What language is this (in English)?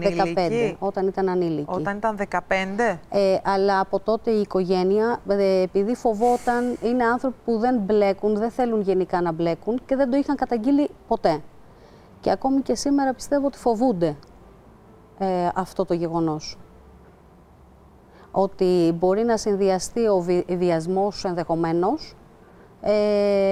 Greek